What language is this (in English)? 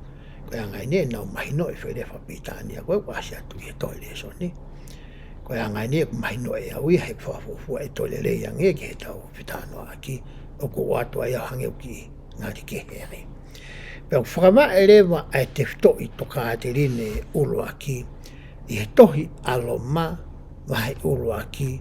Tongan